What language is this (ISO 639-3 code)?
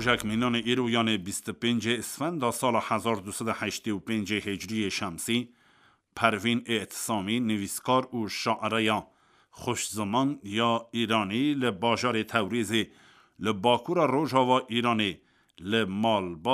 kur